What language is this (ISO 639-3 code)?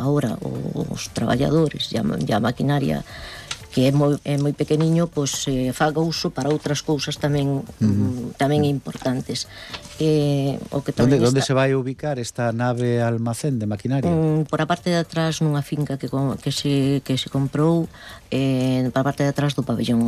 glg